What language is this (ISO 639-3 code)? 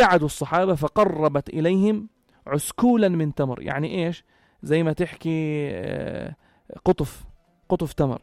apc